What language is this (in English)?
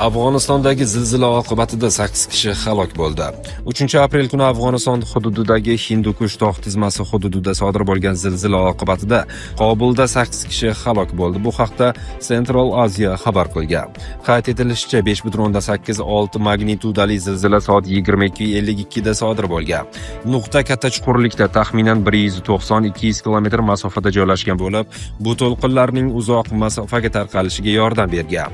Uzbek